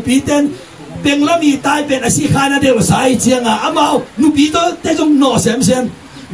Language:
Tedim Chin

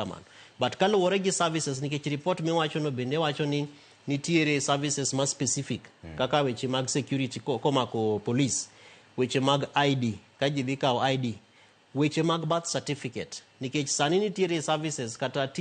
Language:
Luo (Kenya and Tanzania)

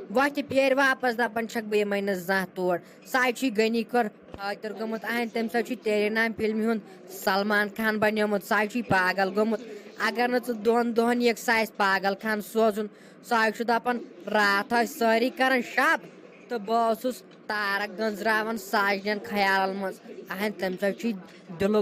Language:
Kashmiri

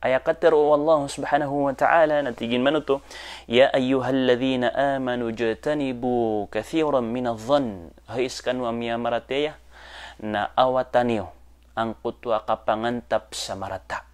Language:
Maranao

